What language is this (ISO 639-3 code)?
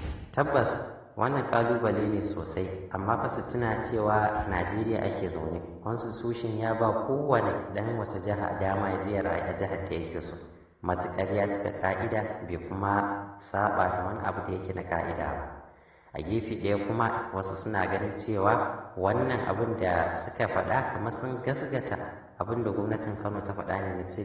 hau